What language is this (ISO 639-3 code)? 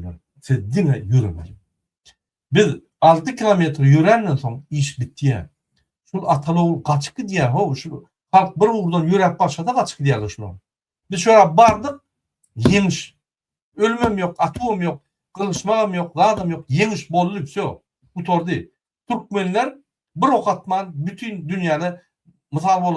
tuk